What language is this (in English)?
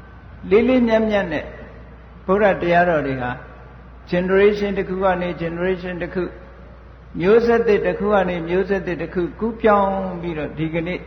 Burmese